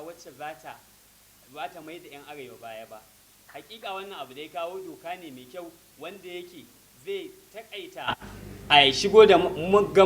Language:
Hausa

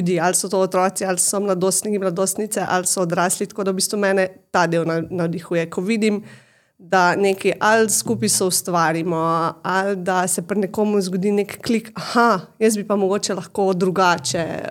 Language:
Slovenian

